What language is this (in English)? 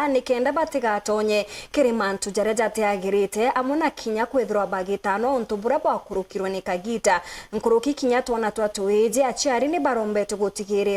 Meru